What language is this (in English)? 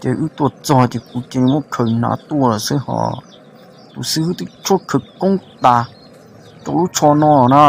Hmong